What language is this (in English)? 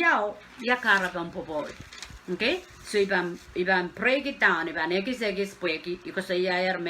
Pohnpeian